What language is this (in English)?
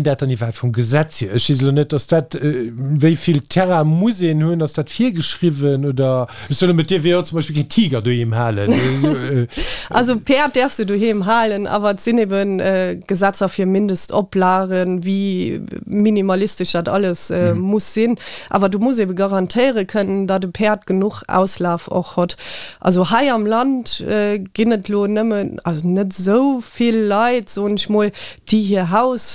Luxembourgish